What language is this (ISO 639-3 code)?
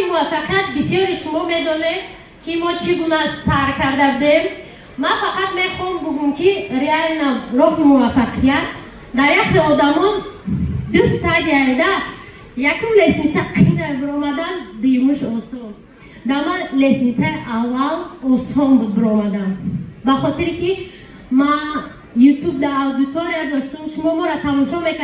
tgk